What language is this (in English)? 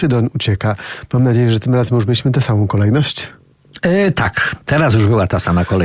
Polish